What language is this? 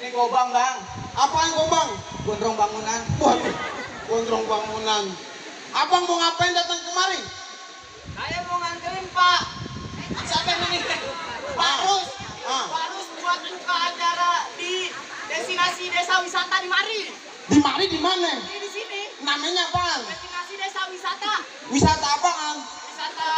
Betawi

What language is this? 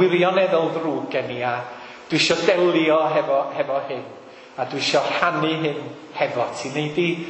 Welsh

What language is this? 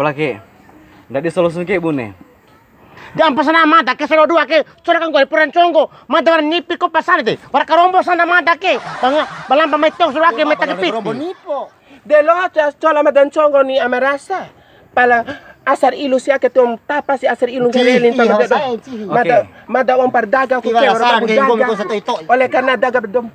Bima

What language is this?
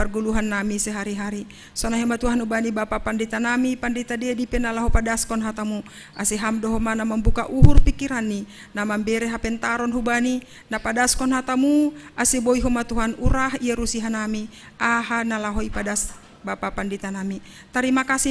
Batak Simalungun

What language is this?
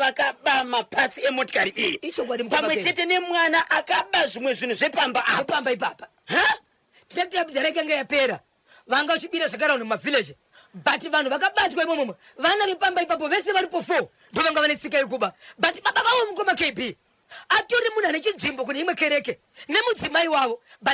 Shona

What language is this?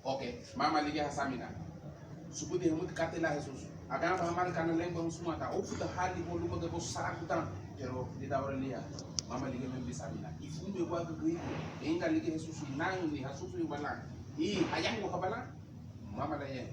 Garifuna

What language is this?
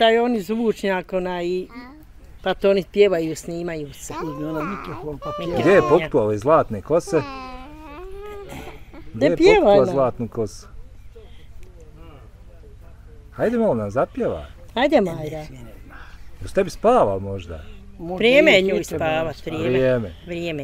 Bosnian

